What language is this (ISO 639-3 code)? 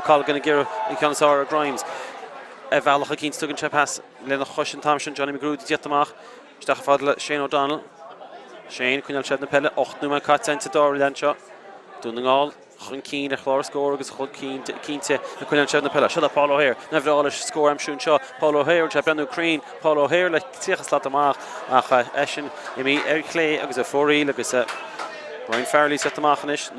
gle